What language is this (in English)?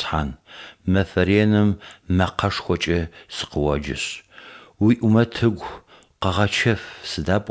Adyghe